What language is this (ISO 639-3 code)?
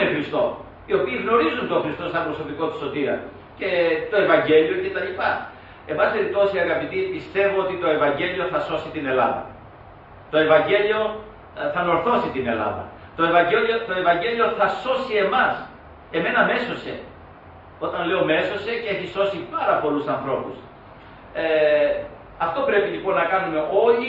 ell